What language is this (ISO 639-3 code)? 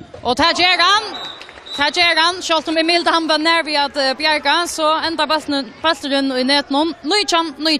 fao